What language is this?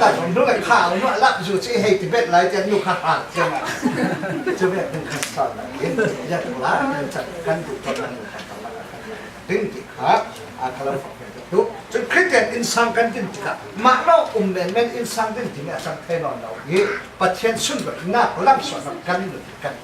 Falam Chin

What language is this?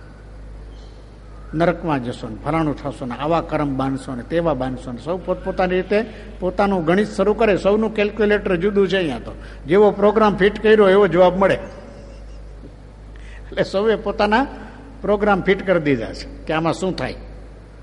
Gujarati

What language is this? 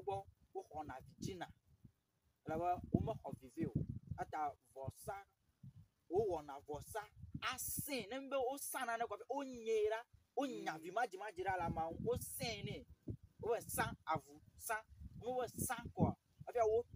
Ewe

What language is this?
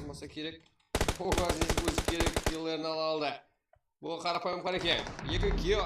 Kara-Kalpak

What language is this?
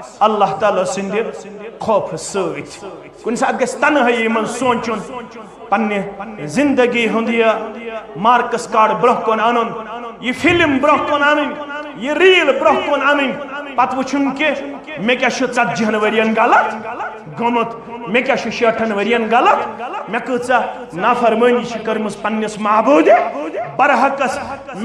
Kashmiri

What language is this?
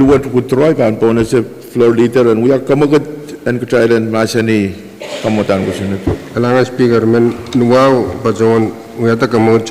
Pohnpeian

